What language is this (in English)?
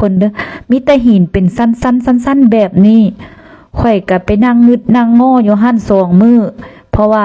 Lao